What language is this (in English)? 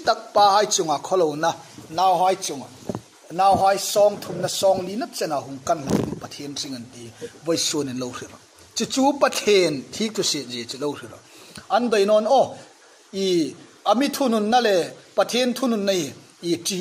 Hmar